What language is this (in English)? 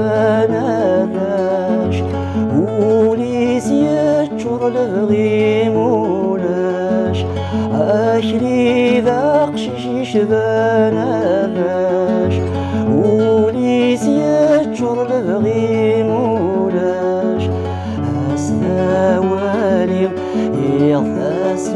Kabyle